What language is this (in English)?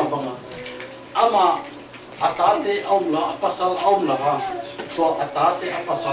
Tedim Chin